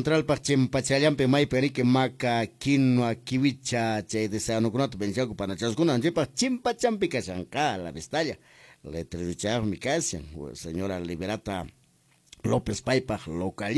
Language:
Quechua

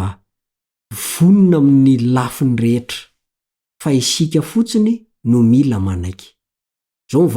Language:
Malagasy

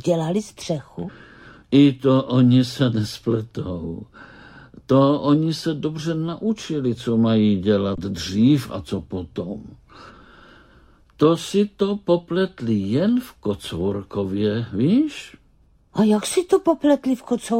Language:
Czech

